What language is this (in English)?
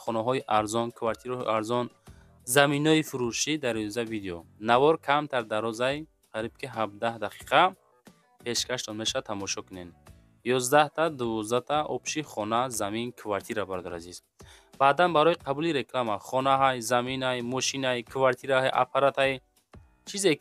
Tajik